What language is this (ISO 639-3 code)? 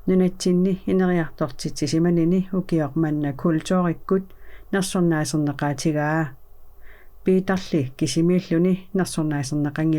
kal